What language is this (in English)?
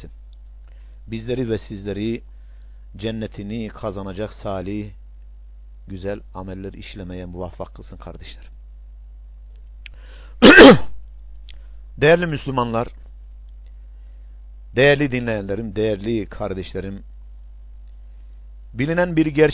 Turkish